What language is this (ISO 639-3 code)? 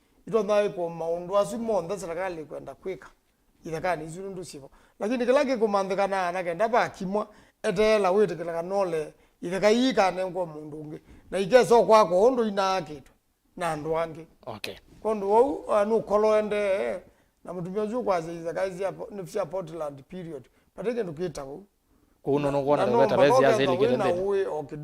kam